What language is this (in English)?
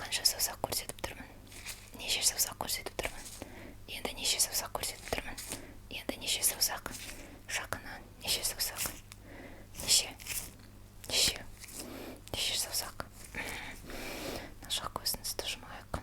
Kazakh